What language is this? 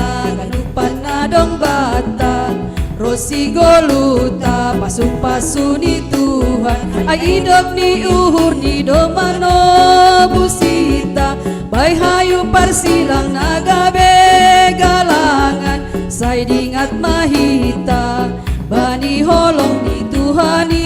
Batak Simalungun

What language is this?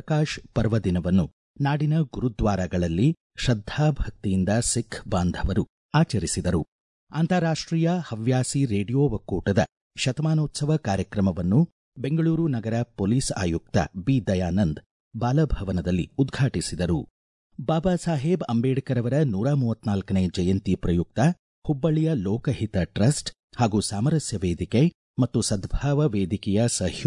Kannada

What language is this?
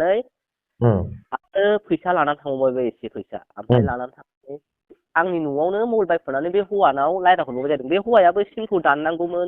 Bodo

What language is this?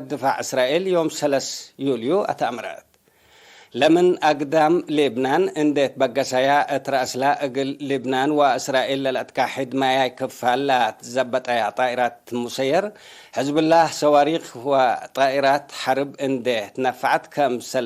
Tigre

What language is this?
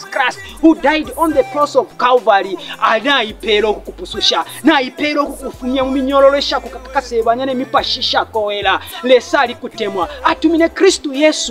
Bemba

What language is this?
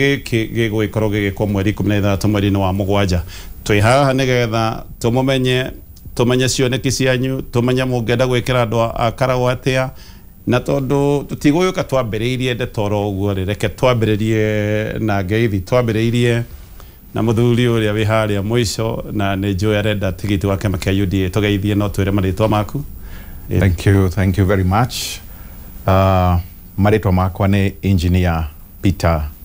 Kikuyu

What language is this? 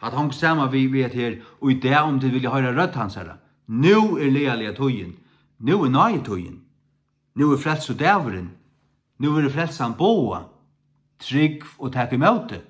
Faroese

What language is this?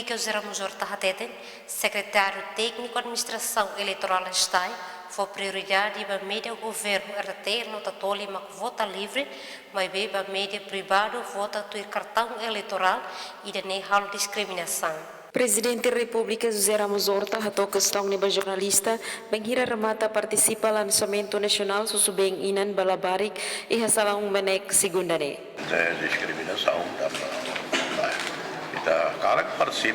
Tetum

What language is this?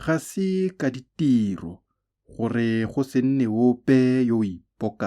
Tswana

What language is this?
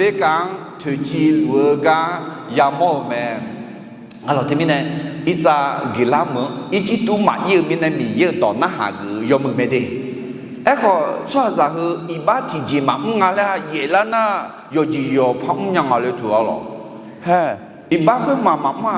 Akha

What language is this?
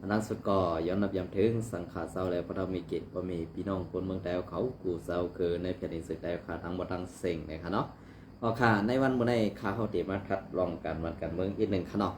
Shan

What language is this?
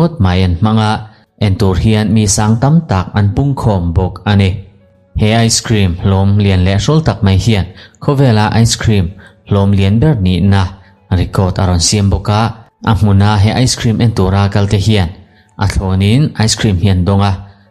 Mizo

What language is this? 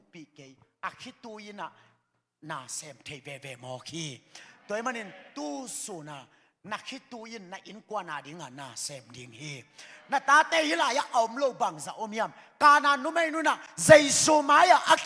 Tedim Chin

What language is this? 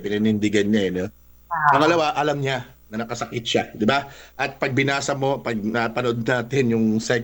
Filipino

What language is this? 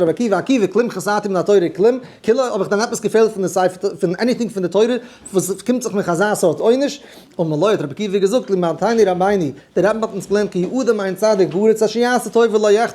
Yiddish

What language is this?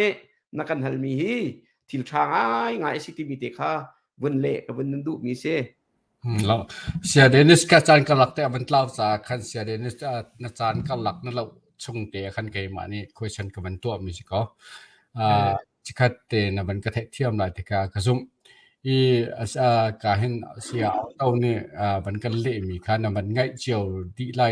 Hakha Chin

